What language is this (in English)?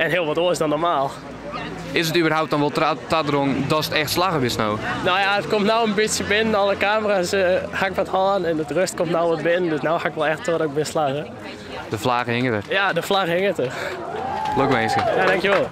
Western Frisian